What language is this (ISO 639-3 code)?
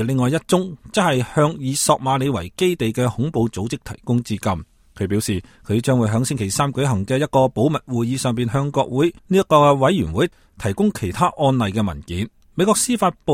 yue